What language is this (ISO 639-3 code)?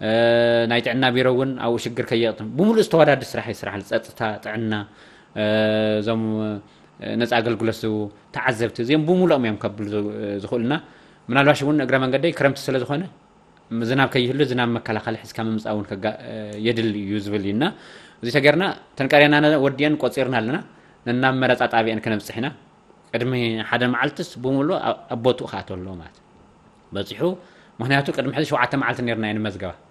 tir